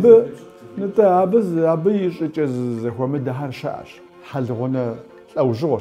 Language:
Kabardian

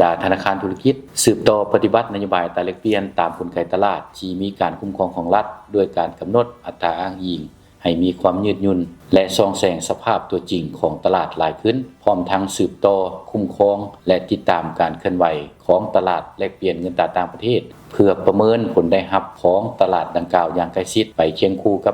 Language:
Lao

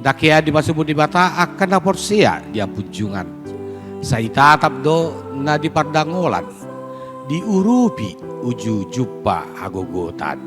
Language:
Batak Toba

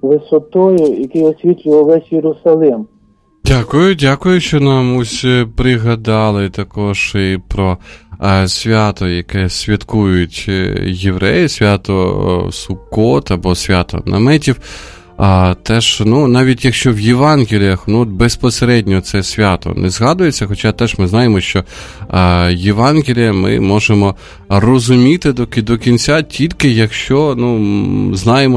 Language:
Ukrainian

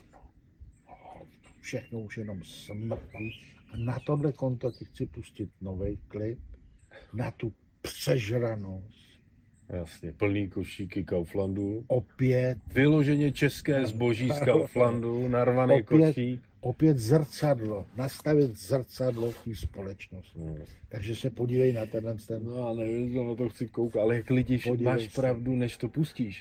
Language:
Czech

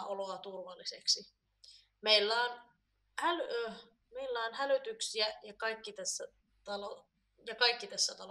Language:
Finnish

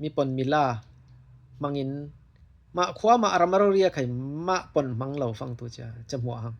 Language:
Falam Chin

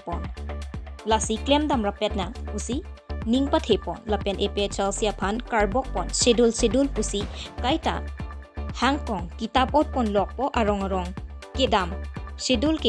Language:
Karbi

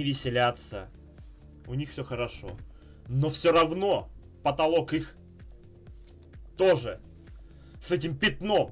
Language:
Russian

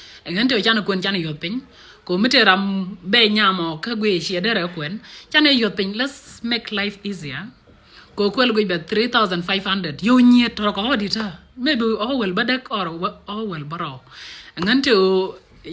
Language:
Nuer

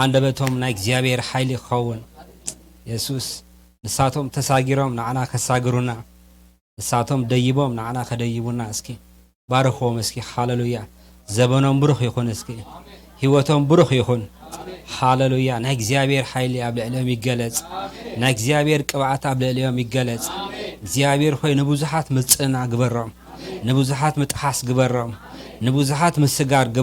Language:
Tigrinya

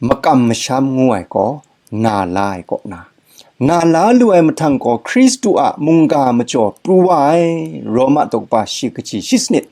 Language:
Kachin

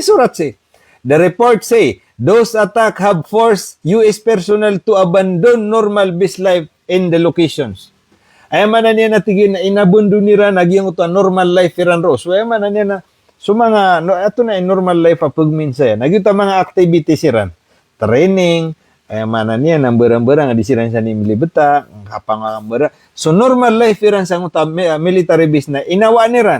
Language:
Maranao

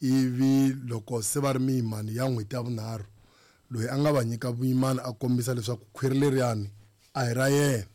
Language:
Tsonga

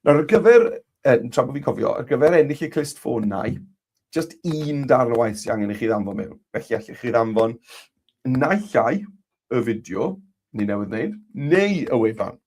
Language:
Welsh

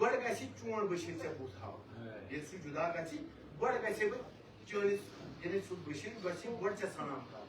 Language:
Kashmiri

